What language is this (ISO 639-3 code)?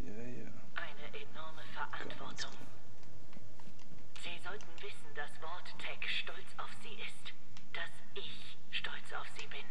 gsw